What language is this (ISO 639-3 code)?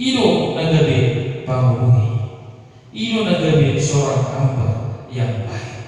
bbc